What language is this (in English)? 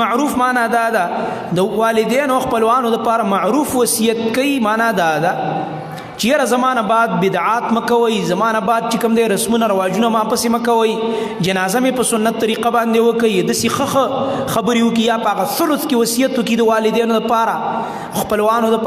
Pashto